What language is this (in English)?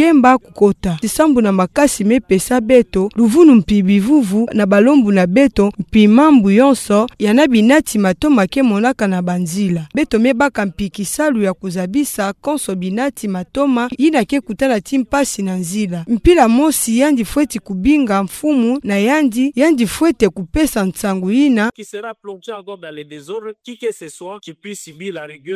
Kituba (Democratic Republic of Congo)